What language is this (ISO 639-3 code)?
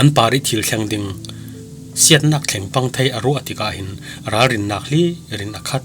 cfm